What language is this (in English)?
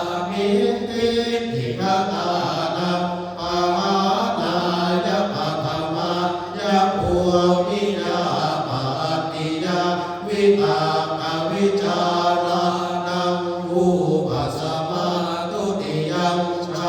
Pali